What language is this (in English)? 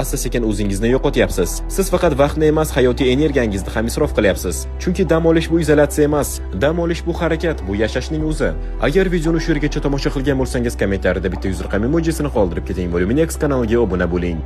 Uzbek